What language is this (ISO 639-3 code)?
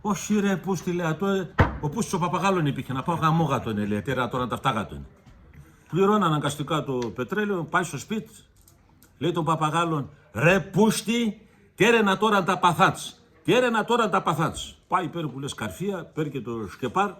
pnt